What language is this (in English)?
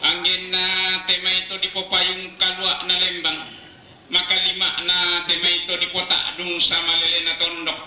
Toraja-Sa'dan